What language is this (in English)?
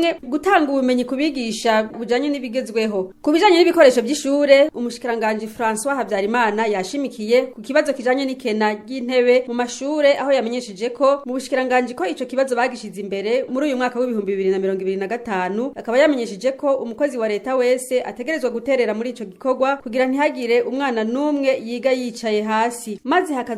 Rundi